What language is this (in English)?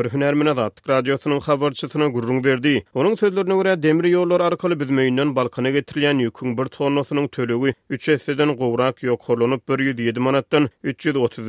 Turkmen